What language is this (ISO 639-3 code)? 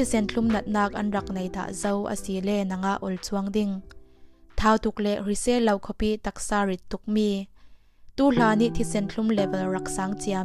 cfm